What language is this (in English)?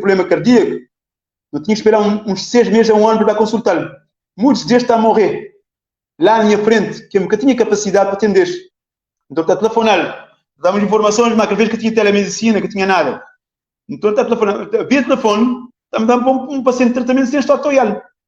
Kabuverdianu